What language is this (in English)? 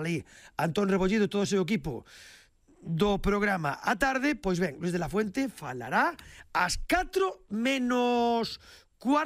Galician